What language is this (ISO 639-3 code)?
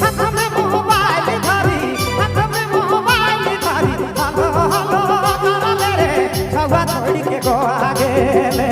sck